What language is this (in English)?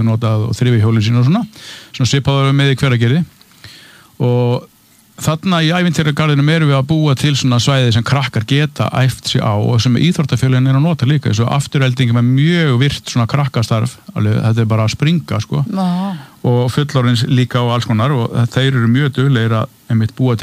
Icelandic